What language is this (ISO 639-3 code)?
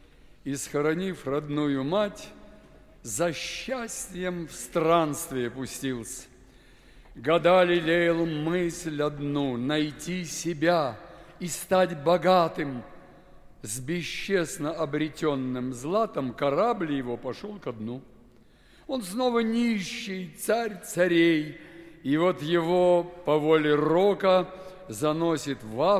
rus